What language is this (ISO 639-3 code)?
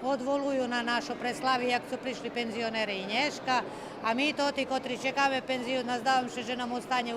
rue